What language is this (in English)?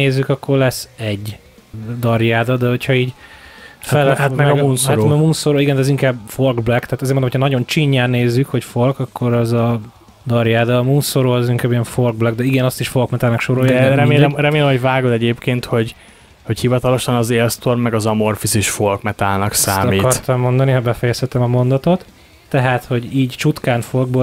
Hungarian